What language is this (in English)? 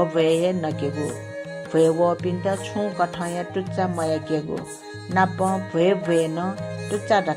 Newari